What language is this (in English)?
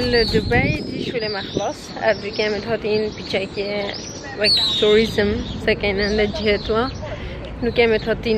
Kurdish